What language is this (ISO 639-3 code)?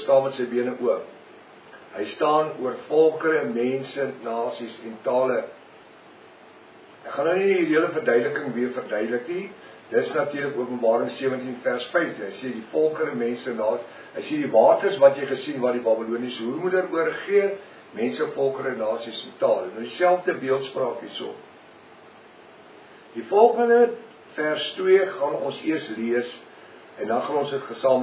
afr